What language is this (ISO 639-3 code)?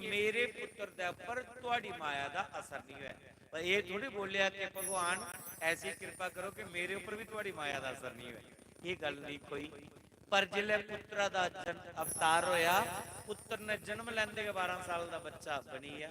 doi